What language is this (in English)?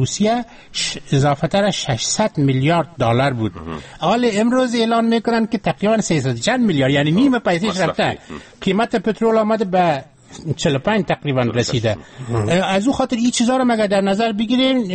Persian